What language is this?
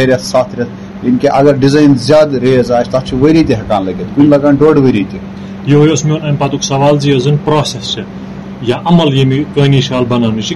Kashmiri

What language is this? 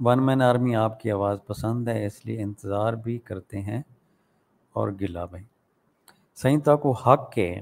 Saraiki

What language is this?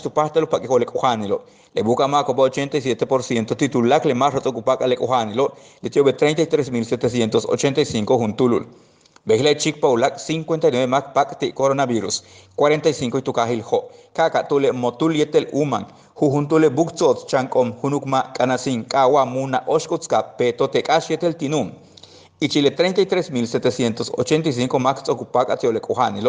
Yucateco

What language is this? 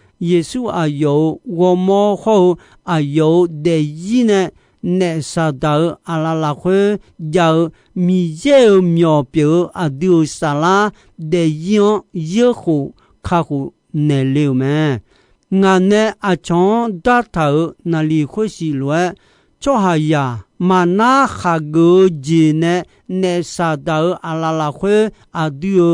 Akha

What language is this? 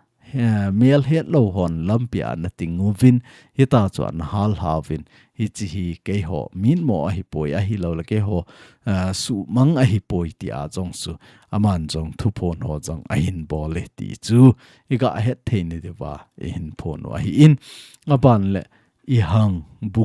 Thado Chin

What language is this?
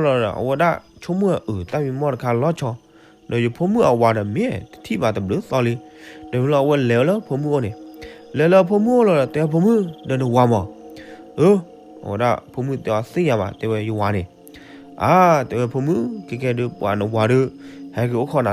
S'gaw Karen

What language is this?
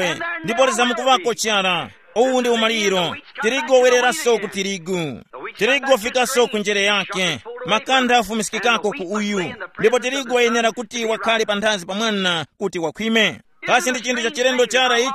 Tumbuka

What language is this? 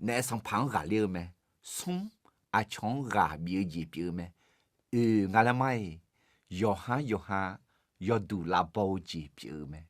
Akha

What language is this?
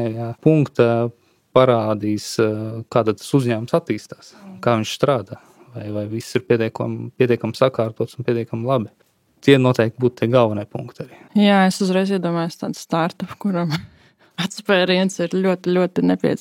Latvian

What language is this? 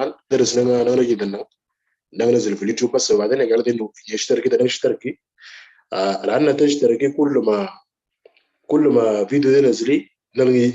Moro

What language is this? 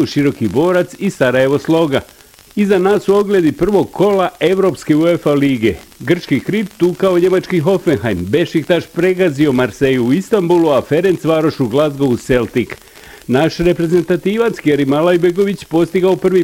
Bosnian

